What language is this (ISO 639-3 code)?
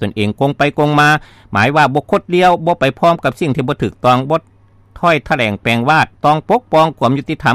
lao